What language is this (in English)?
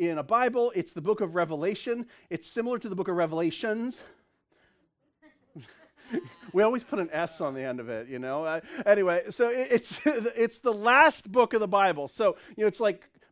English